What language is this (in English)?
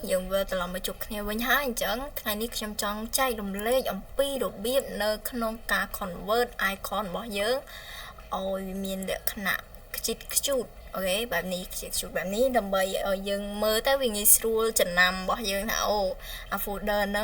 Khmer